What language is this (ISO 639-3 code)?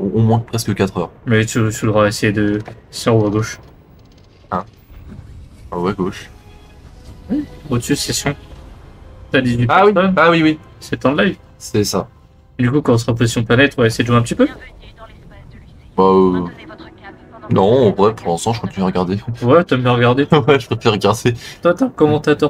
fra